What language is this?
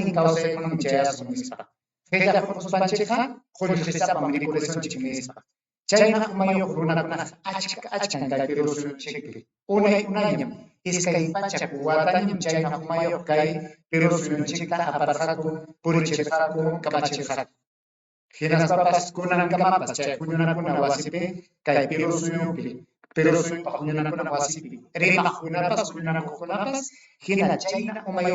Ayacucho Quechua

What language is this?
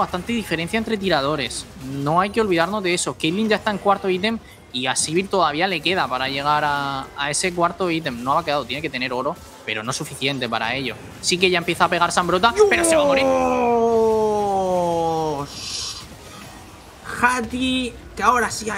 Spanish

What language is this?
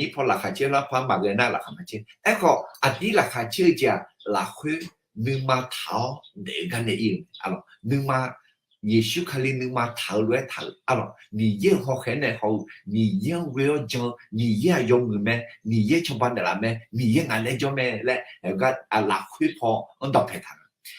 Akha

